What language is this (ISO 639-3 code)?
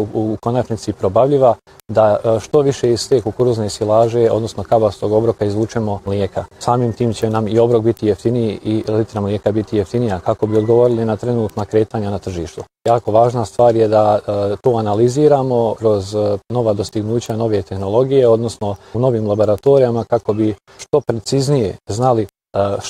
bos